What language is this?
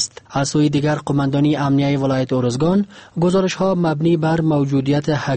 Persian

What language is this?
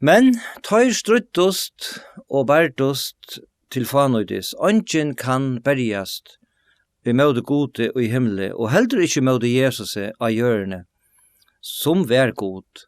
Faroese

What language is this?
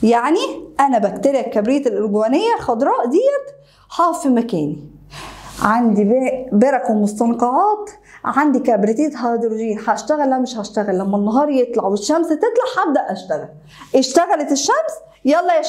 Egyptian Arabic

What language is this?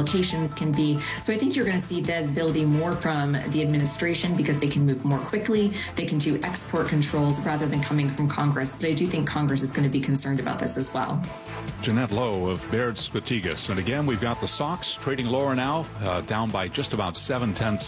English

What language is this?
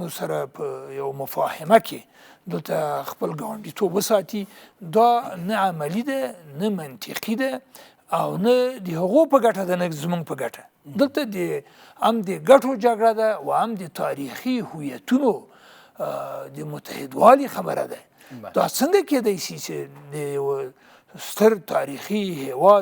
Pashto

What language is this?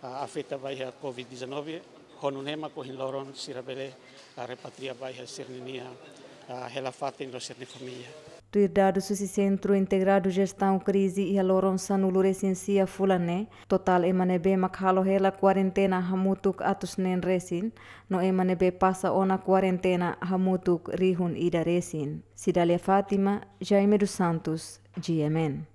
Tetum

